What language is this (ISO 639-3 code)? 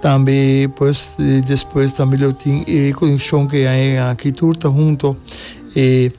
pap